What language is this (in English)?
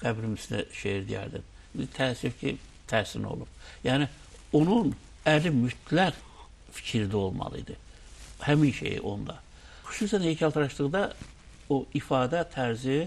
Azerbaijani